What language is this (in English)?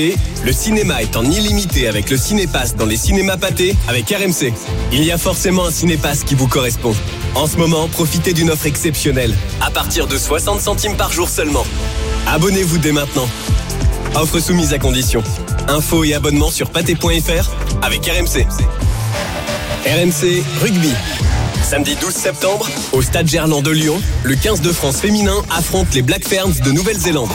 French